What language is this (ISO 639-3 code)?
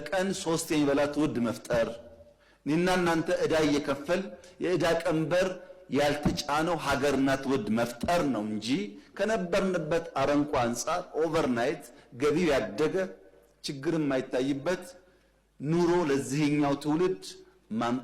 amh